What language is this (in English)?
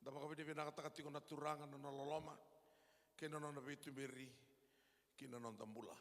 Fijian